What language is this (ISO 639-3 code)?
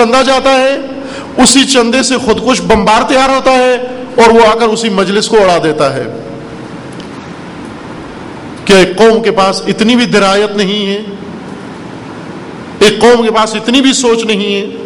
urd